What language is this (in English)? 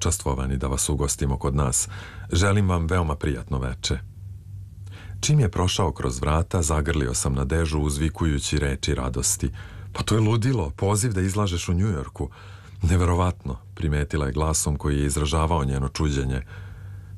Serbian